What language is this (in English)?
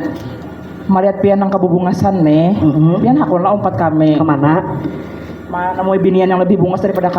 Banjar